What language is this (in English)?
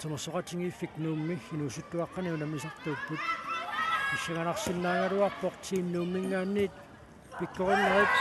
Kalaallisut